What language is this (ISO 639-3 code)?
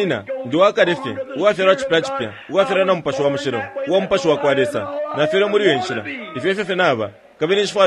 bem